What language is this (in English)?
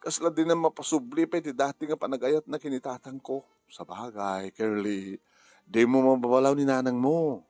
Iloko